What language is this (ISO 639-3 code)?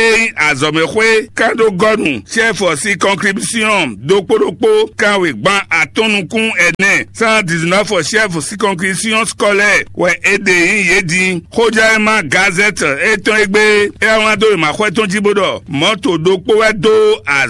fon